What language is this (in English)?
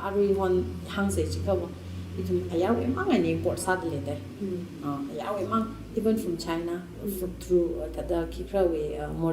Tangkhul Naga (India)